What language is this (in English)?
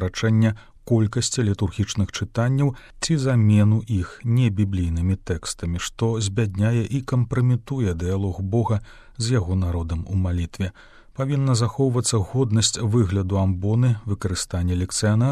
Belarusian